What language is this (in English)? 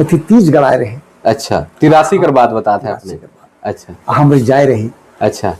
Sadri